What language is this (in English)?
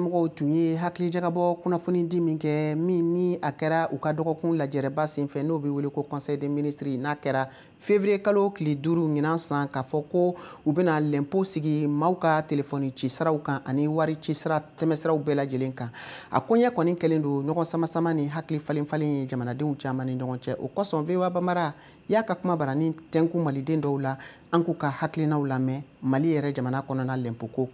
Bambara